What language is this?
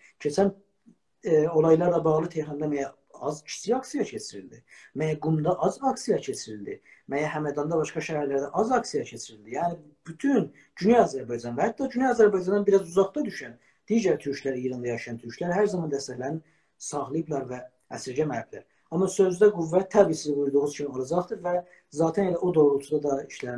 South Azerbaijani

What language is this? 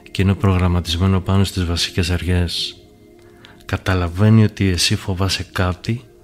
Greek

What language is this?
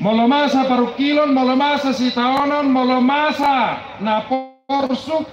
Batak Toba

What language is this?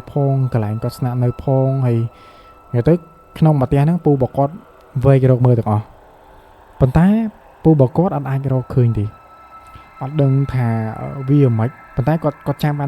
Khmer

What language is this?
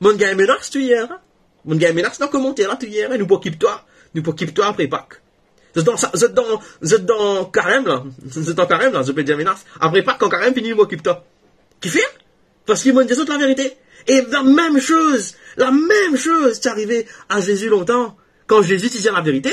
Morisyen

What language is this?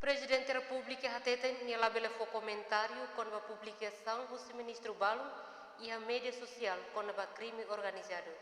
Tetum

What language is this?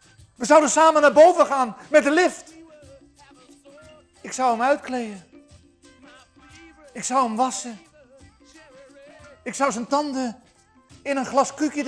Dutch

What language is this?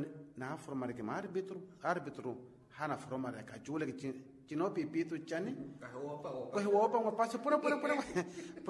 Makhuwa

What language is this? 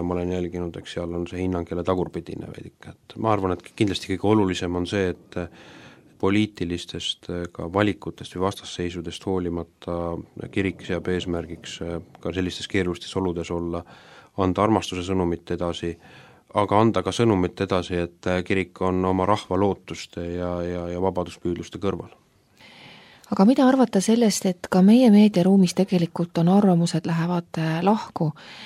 Estonian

